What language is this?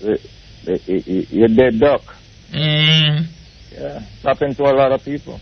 Jamaican Creole English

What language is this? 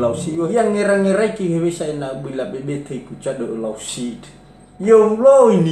Nias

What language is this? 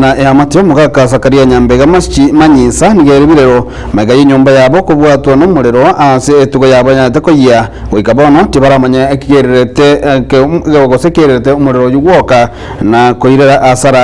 Gusii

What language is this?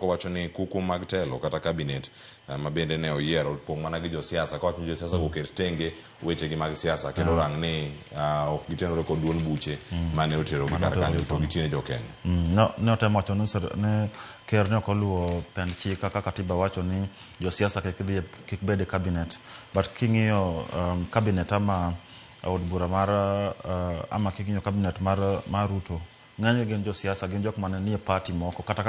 Luo (Kenya and Tanzania)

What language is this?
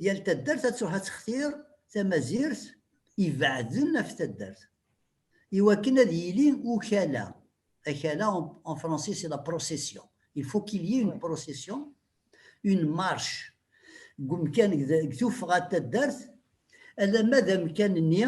Kabyle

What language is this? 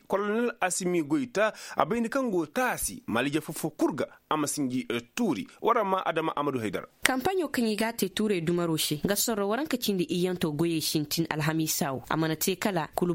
Koyraboro Senni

